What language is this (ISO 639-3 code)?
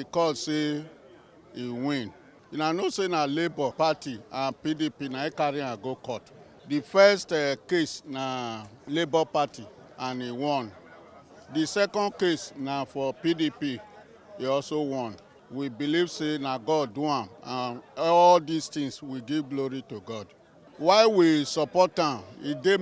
pcm